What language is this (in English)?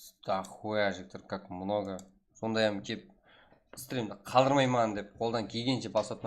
Kara-Kalpak